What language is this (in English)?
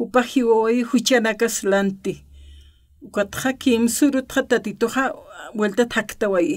Aymara